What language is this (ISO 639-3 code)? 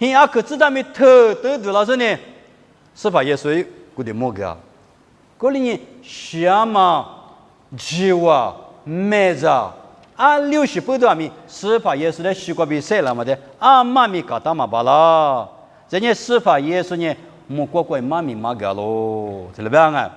lis